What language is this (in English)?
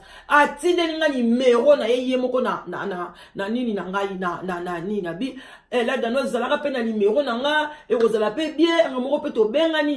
Lingala